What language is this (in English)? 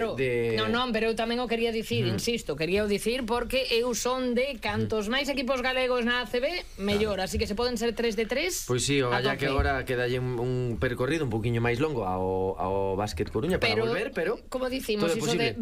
Galician